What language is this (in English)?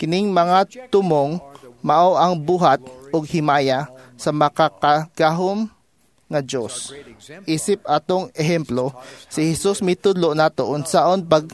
Cebuano